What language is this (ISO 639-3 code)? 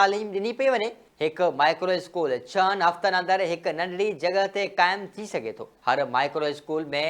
snd